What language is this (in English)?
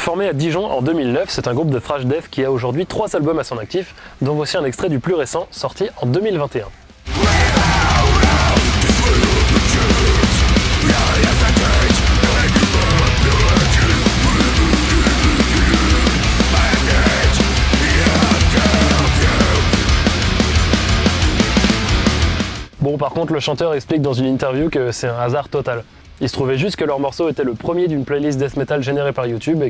French